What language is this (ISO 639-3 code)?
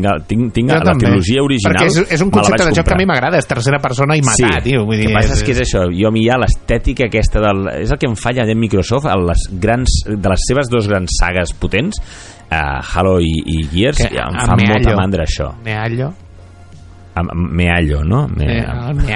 cat